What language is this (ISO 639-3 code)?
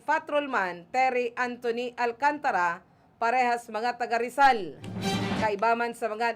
bik